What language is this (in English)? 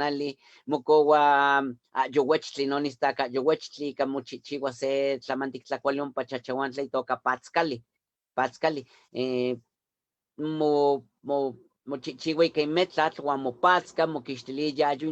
Eastern Huasteca Nahuatl